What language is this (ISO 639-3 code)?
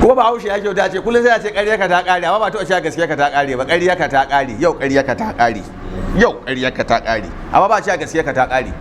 hau